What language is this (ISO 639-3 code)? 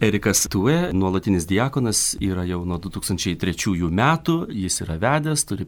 lit